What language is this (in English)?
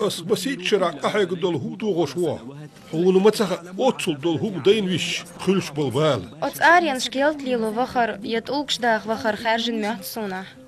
Chechen